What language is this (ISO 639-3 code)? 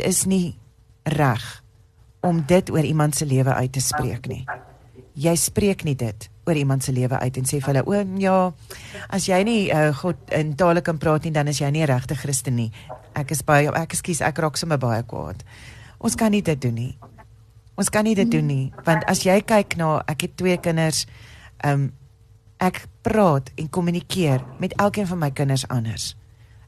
afr